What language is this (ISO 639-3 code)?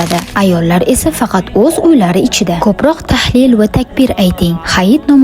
uzb